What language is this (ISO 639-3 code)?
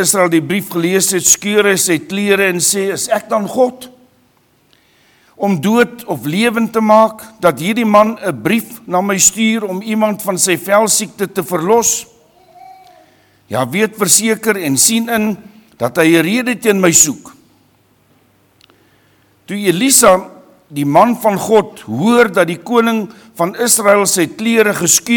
afr